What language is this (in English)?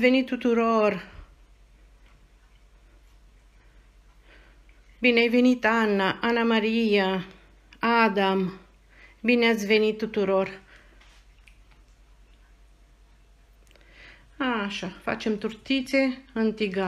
Romanian